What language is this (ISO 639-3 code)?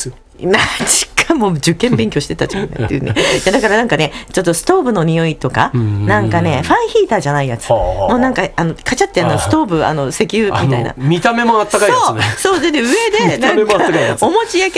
jpn